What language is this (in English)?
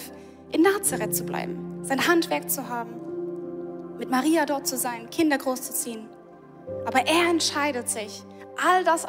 Swiss German